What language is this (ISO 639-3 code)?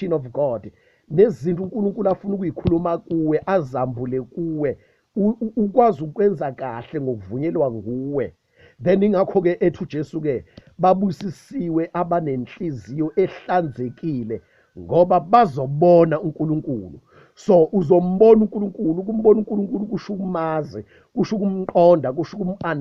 zul